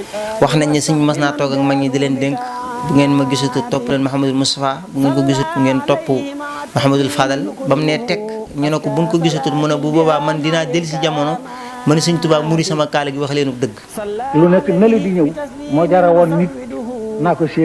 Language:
Wolof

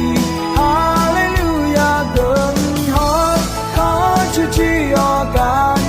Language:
Akha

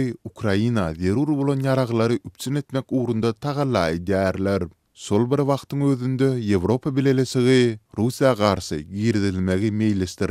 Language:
Turkmen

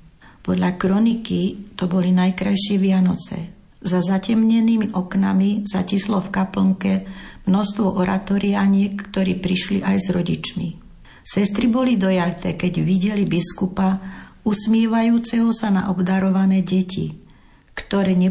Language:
Slovak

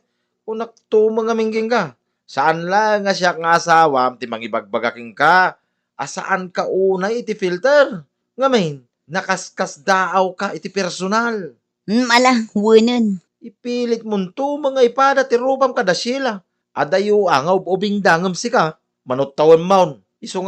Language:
Iloko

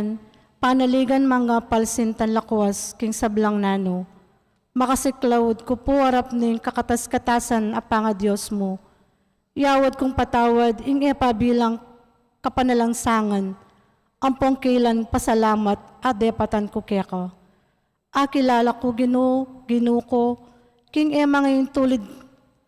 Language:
Pampanga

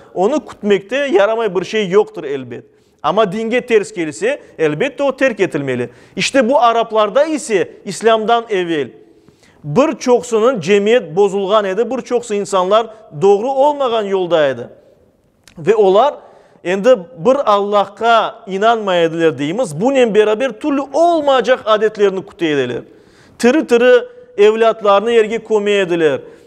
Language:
Crimean Tatar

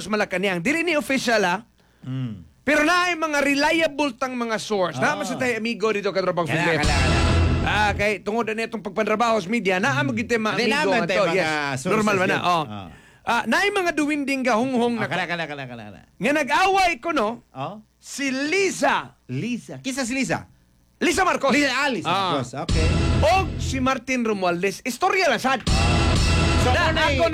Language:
Cebuano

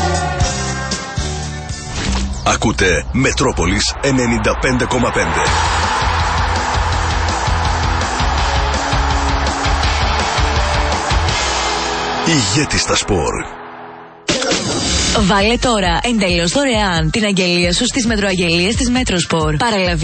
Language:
Greek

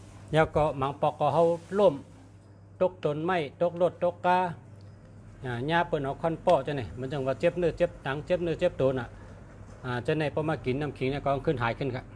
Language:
Shan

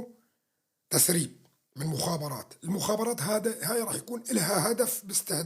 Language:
North Levantine Arabic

